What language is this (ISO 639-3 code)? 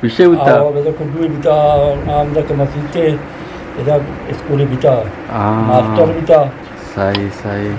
bgp